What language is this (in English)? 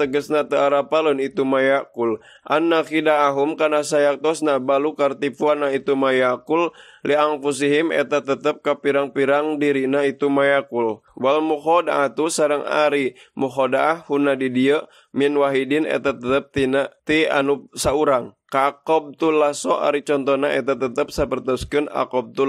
Sundanese